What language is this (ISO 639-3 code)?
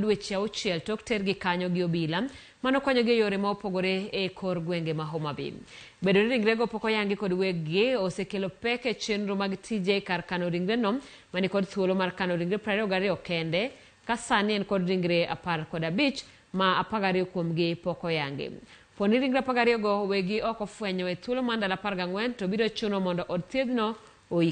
luo